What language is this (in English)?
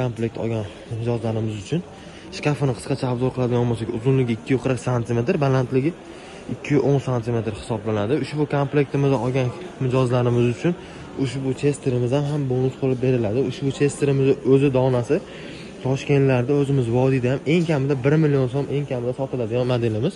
Uzbek